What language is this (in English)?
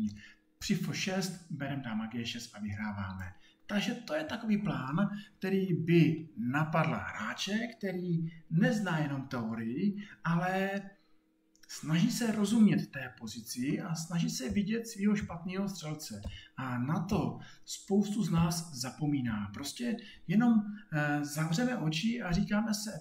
Czech